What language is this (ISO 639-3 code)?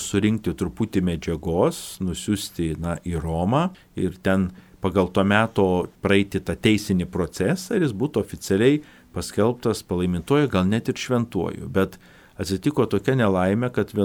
lit